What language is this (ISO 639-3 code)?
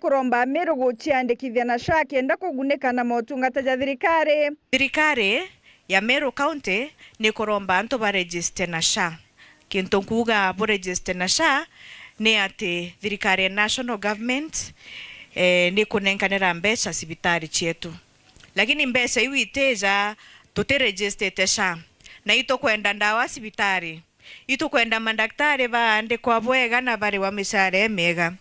mer